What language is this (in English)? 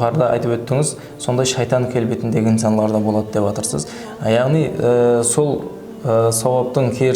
Kara-Kalpak